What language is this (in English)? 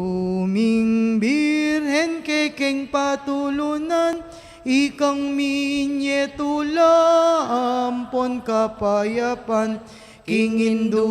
Pampanga